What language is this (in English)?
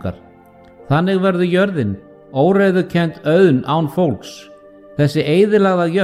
Icelandic